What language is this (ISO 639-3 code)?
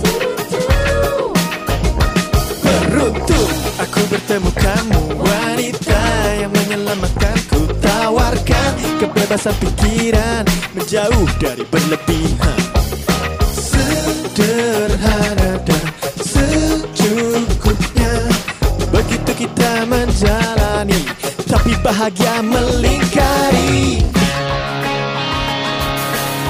ind